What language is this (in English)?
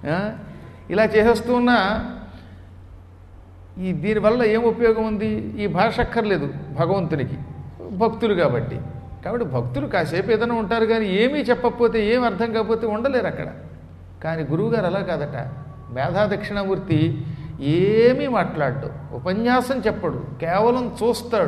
Telugu